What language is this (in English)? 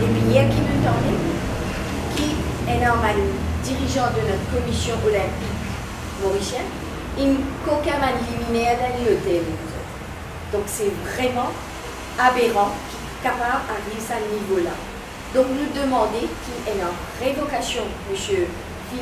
Morisyen